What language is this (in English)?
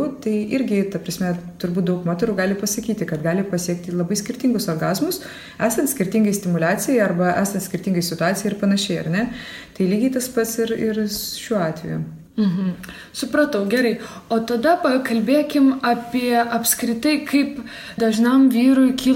Lithuanian